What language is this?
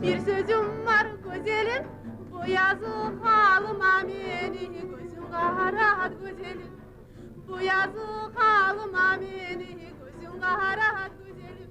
Kumyk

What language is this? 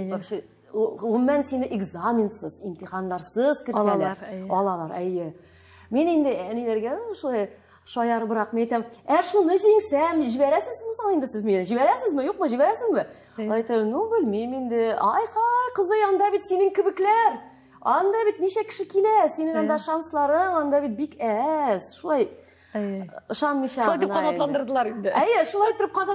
Tatar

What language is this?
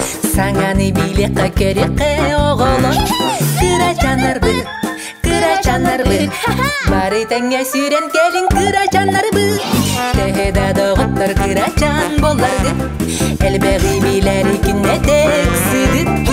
Yakut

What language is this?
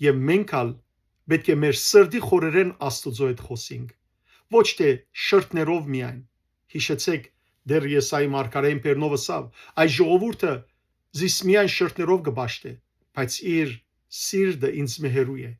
Western Armenian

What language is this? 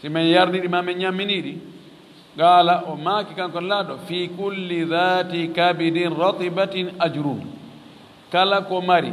Fula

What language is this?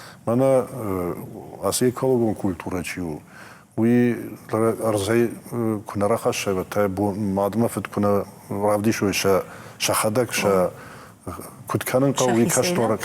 Ossetic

